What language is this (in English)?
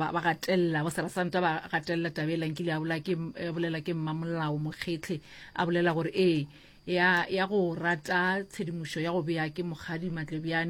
Northern Sotho